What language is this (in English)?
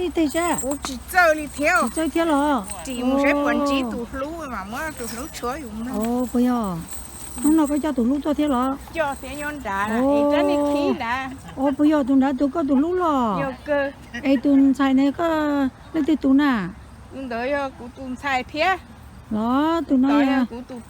Hmong